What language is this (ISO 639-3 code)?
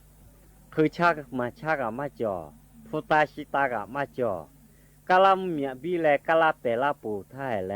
lhu